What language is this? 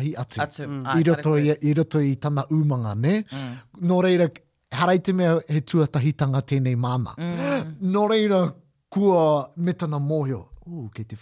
Māori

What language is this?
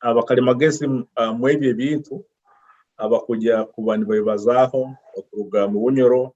Nyoro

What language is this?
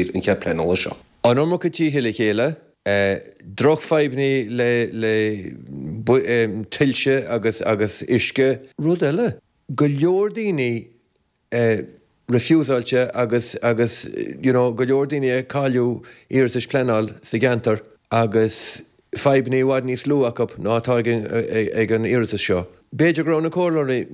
Irish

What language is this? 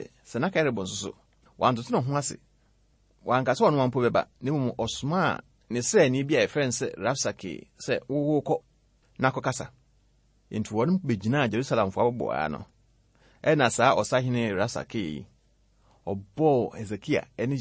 Akan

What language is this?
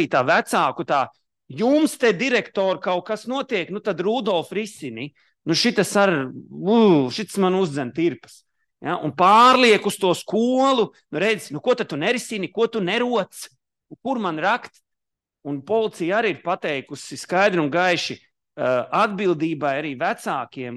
Latvian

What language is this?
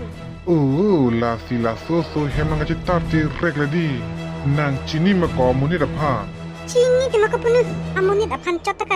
Karbi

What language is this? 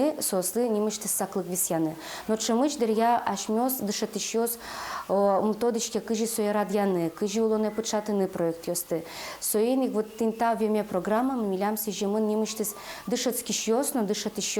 Udmurt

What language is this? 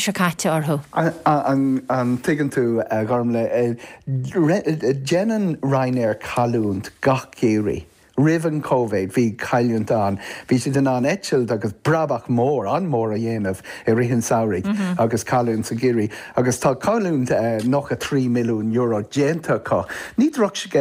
Irish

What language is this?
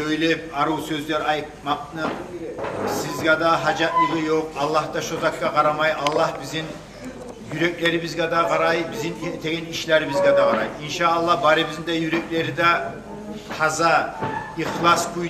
Kumyk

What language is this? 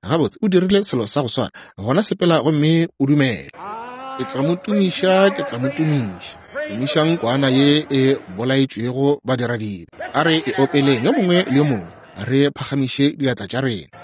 Northern Sotho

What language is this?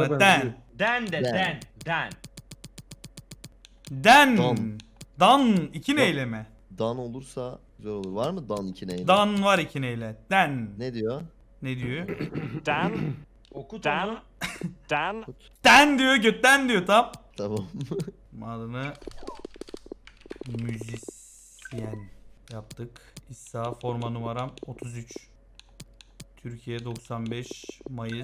Turkish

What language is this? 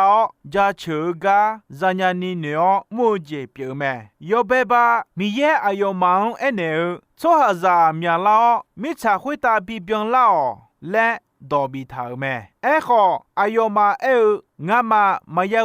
Akha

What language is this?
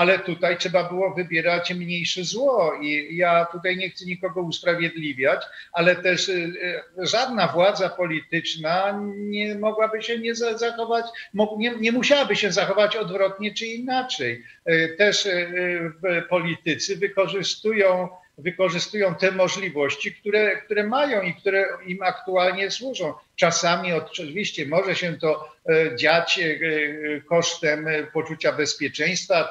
Polish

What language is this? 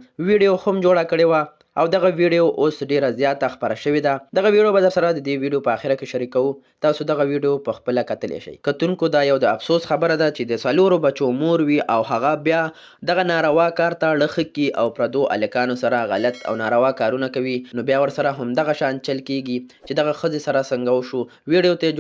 Pashto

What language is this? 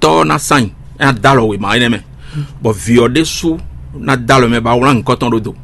Fon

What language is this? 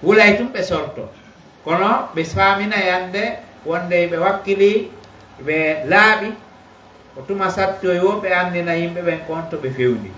Pular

